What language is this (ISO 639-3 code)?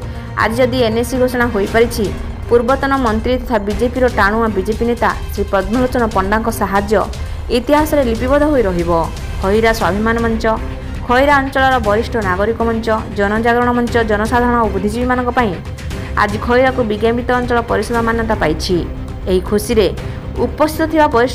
ori